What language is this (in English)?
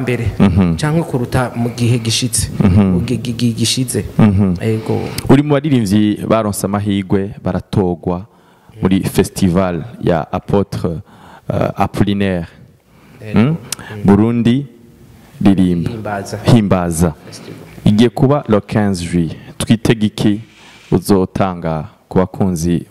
Rundi